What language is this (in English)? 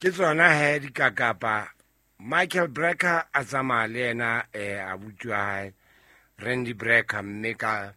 Southern Sotho